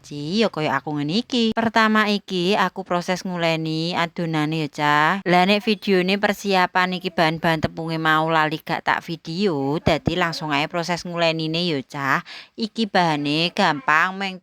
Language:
Javanese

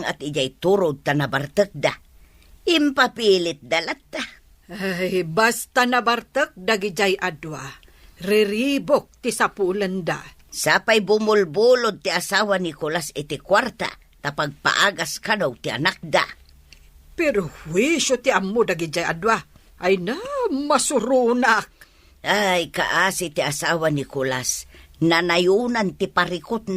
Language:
Iloko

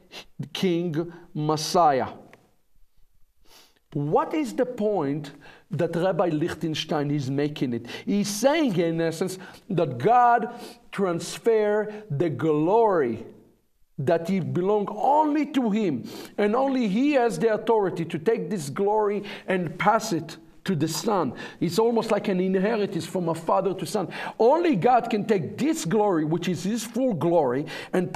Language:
English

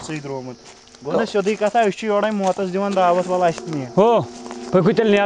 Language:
Kashmiri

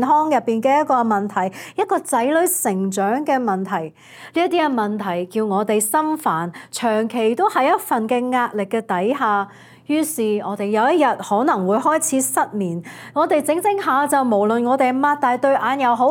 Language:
Cantonese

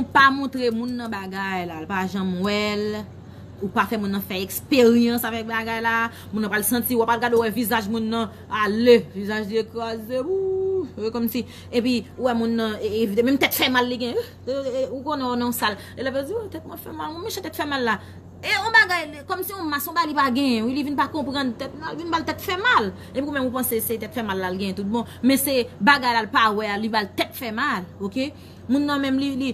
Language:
Haitian Creole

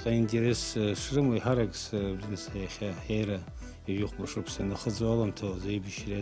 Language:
Abkhazian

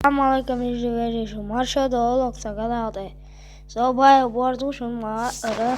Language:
Chechen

